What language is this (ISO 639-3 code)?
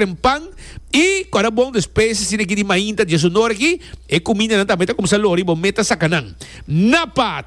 pap